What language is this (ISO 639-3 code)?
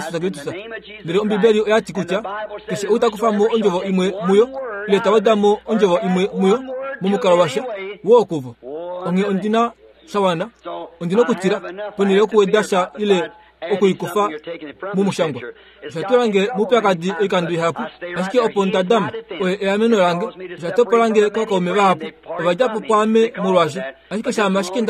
kua